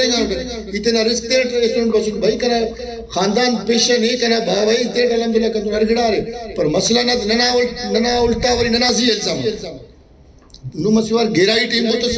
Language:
Brahui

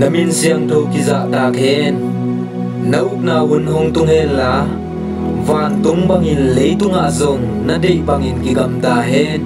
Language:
Tedim Chin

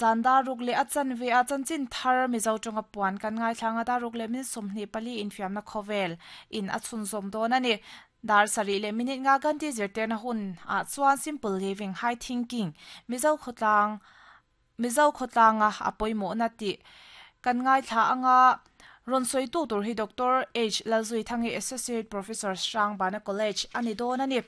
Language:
Mizo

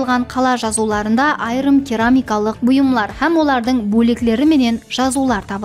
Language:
Kara-Kalpak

